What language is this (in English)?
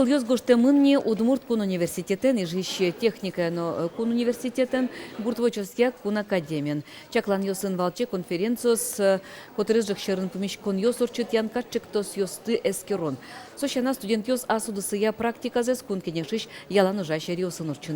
Udmurt